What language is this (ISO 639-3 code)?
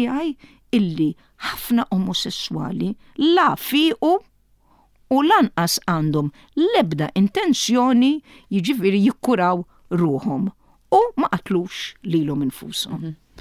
mlt